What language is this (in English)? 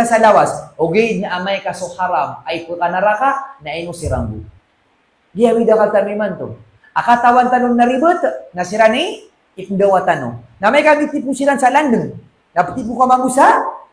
Maranao